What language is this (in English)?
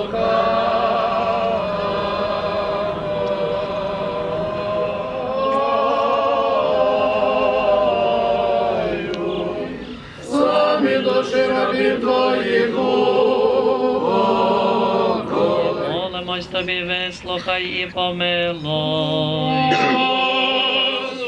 Ukrainian